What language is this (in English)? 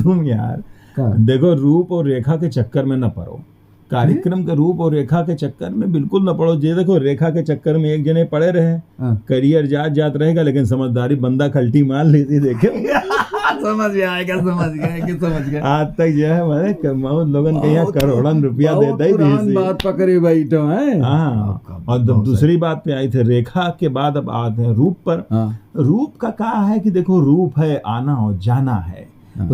Awadhi